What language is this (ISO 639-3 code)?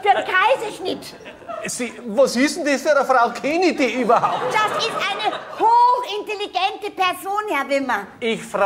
bar